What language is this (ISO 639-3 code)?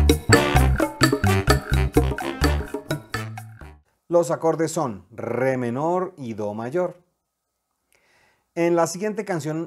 spa